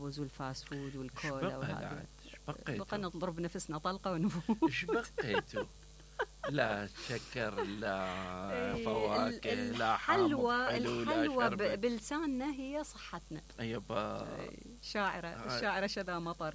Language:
Mesopotamian Arabic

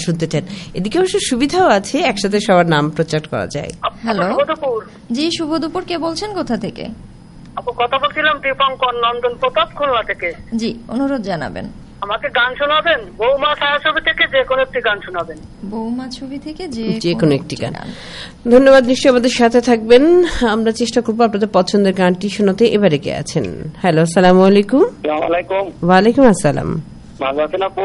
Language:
Bangla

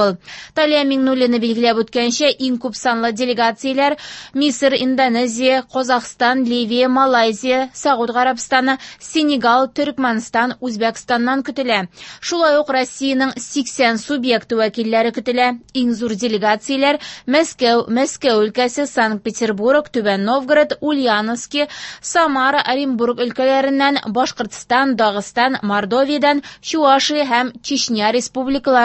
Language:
Tatar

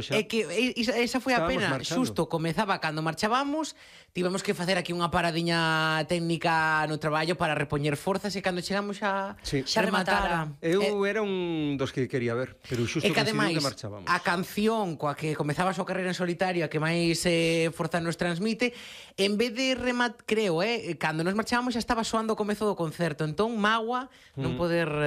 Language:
Galician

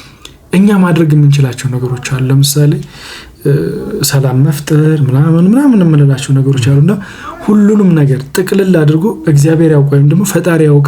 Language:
Amharic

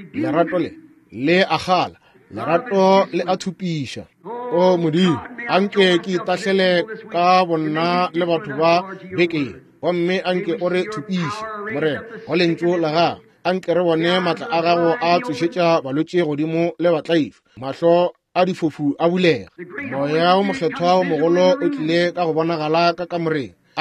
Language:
Northern Sotho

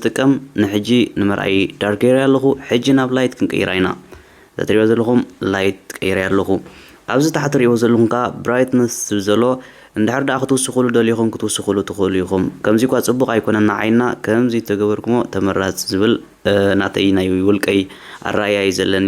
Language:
Tigrinya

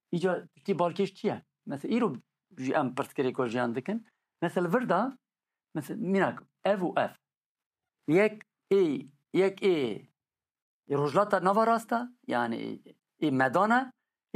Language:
Kurdish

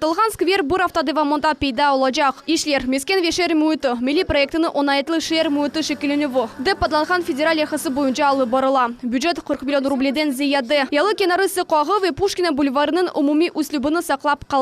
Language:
Crimean Tatar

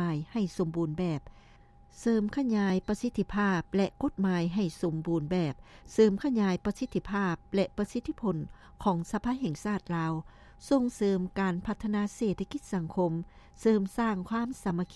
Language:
Lao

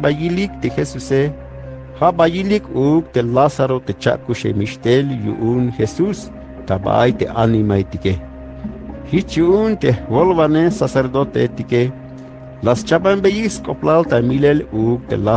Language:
Tzeltal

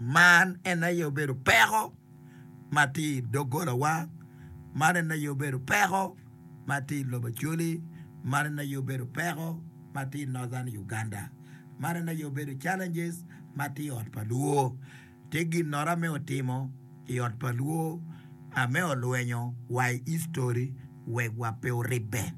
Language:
Acoli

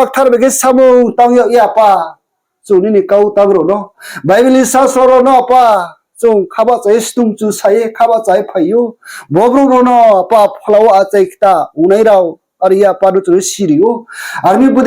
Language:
Riang (India)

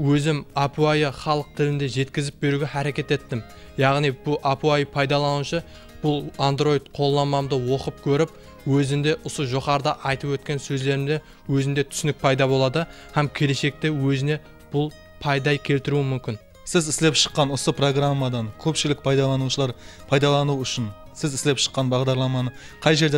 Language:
Kara-Kalpak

